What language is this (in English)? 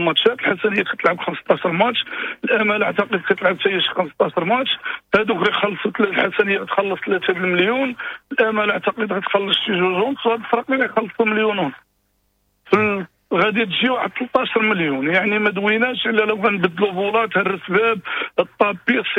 Moroccan Arabic